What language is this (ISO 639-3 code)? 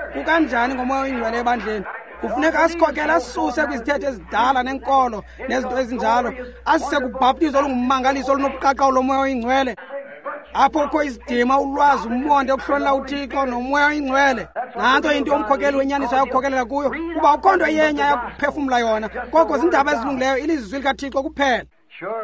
xho